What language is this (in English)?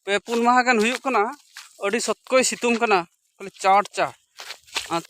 Santali